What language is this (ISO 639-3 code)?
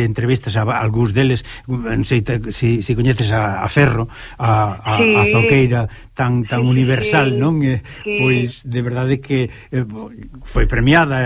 glg